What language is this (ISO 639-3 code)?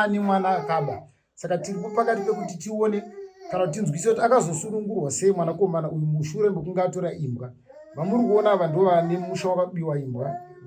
sna